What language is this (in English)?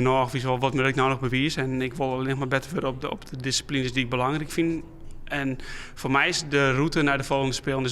Western Frisian